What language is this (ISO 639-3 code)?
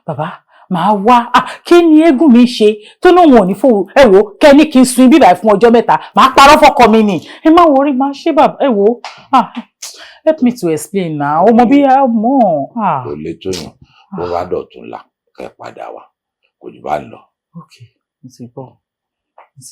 yor